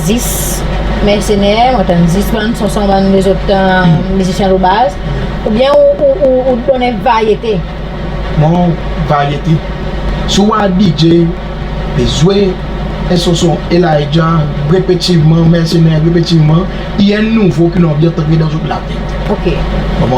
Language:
Seselwa Creole French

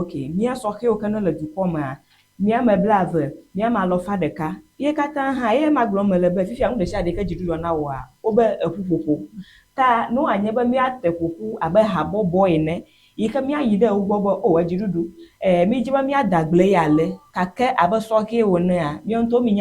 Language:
Ewe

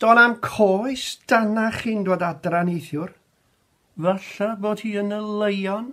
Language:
Welsh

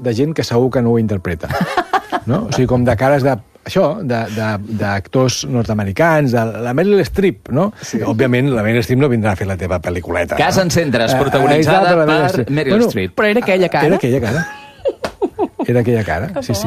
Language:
Catalan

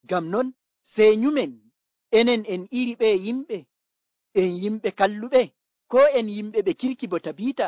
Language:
Nigerian Fulfulde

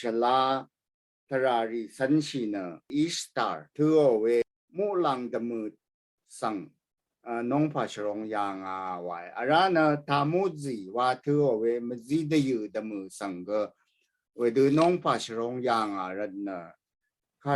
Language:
Rawang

